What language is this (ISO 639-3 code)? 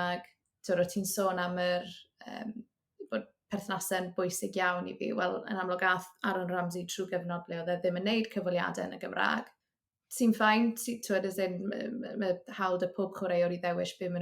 cym